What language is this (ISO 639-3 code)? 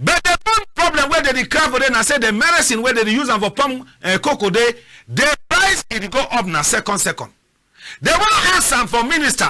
wes